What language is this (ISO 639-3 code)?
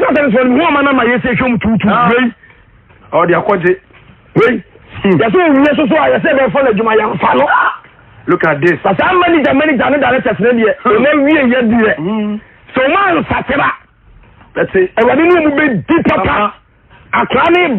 aka